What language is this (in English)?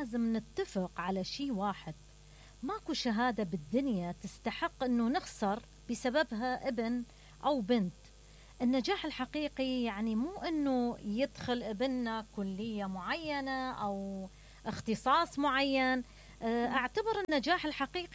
Mesopotamian Arabic